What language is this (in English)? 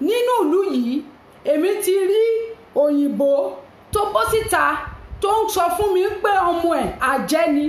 Yoruba